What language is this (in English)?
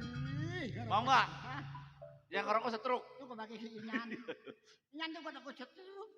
Betawi